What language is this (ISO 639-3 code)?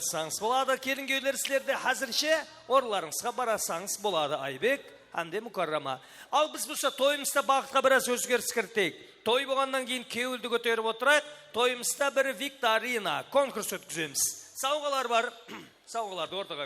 kaa